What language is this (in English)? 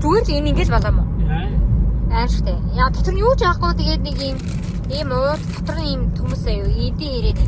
Mongolian